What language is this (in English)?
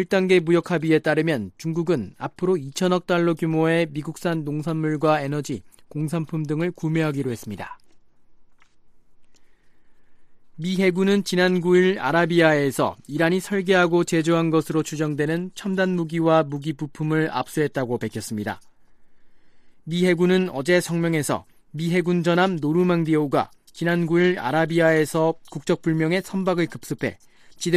Korean